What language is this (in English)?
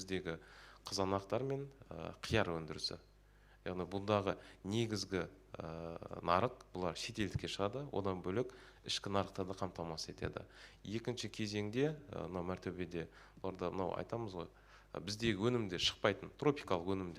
Kazakh